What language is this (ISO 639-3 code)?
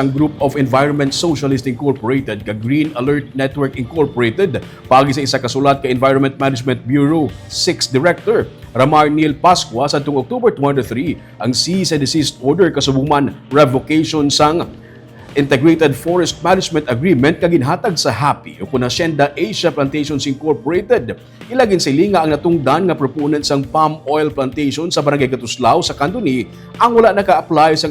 hil